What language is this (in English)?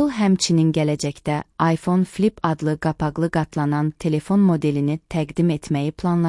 Azerbaijani